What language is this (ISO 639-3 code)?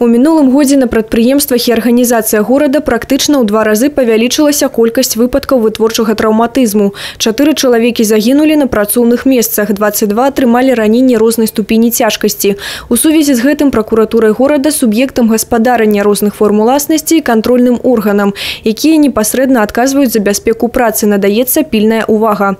bel